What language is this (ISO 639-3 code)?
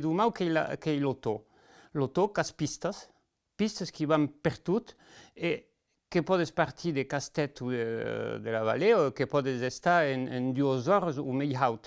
oci